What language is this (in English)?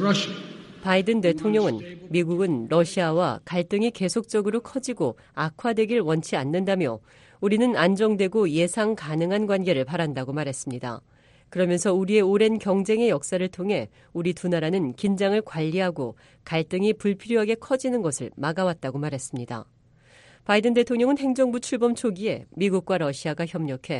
Korean